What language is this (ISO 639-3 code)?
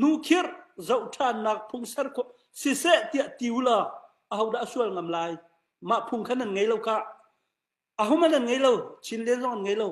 cnh